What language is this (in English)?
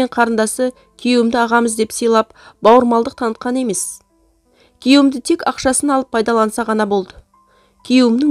Kazakh